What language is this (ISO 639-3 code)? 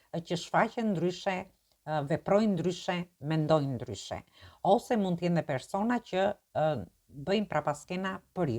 sqi